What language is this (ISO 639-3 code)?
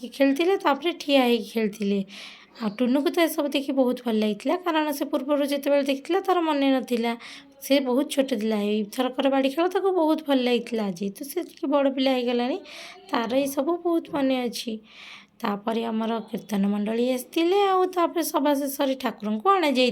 ori